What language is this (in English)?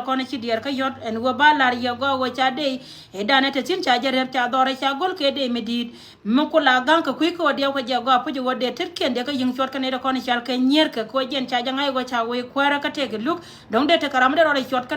Nuer